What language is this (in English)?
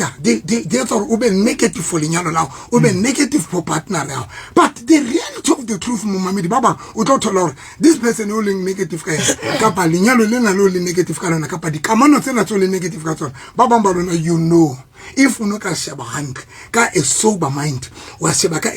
Southern Sotho